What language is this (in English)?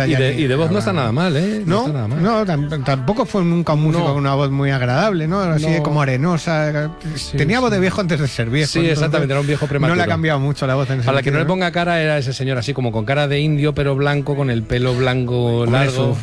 Spanish